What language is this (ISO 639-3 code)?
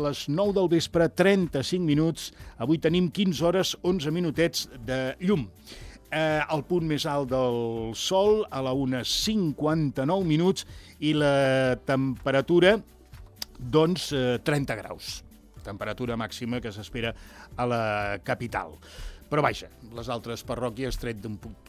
cat